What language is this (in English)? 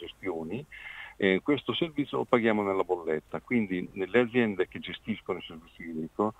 Italian